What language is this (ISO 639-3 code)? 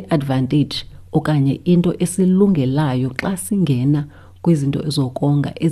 xho